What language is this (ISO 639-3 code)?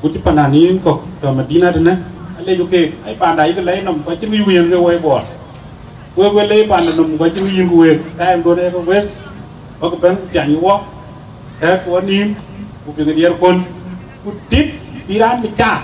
din